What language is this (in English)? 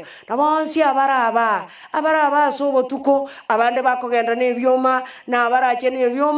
Gusii